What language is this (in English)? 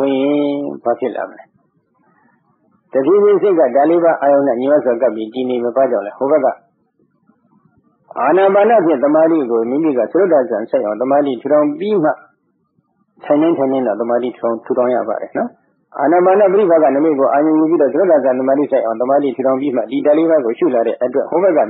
Burmese